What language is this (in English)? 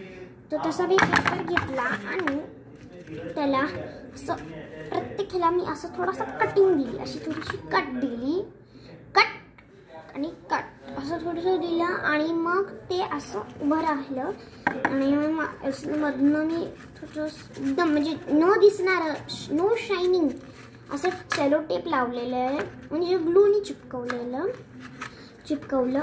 Marathi